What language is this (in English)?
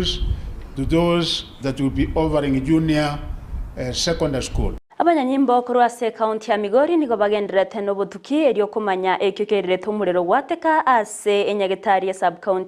Gusii